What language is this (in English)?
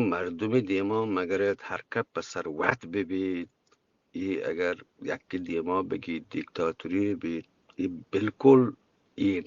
Eastern Balochi